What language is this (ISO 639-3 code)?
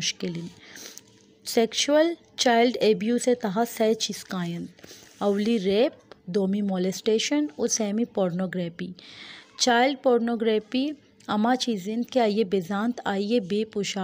bal